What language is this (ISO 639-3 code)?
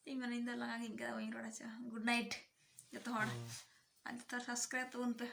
sat